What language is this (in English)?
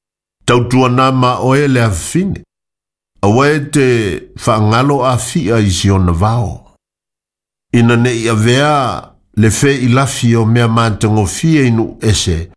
Samoan